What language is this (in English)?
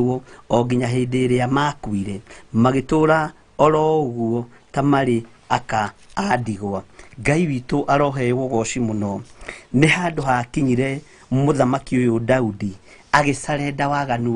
Kikuyu